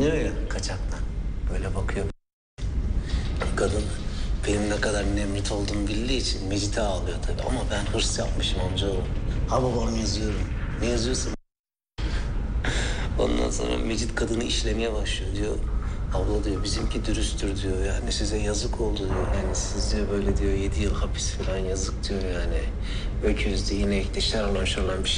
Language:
Turkish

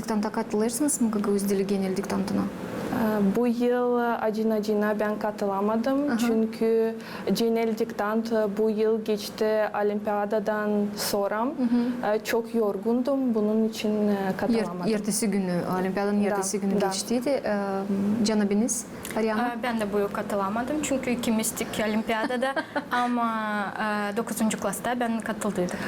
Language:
Gagauz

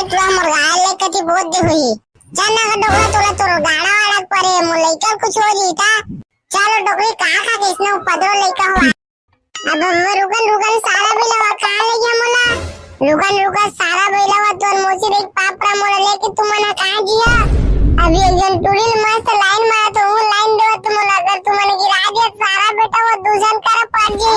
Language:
Chhattisgarhi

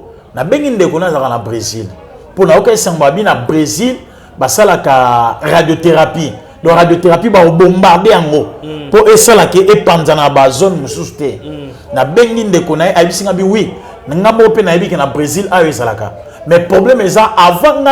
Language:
Lingala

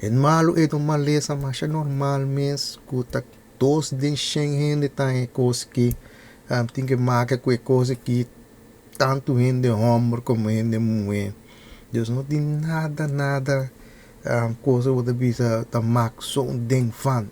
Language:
Papiamento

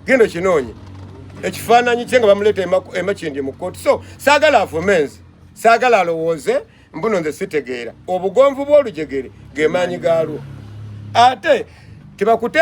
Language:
Ganda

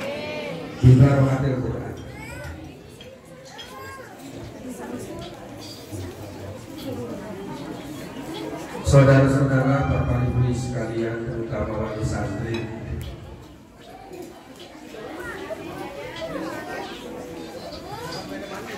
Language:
Indonesian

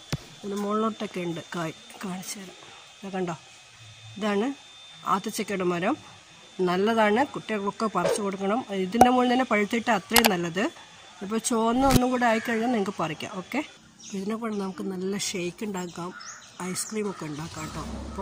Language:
Malayalam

